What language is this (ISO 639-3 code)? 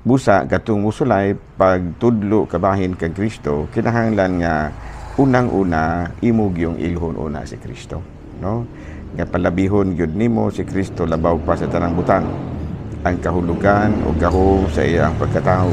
ceb